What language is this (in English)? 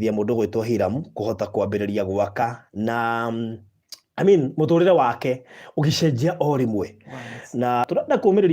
Kikuyu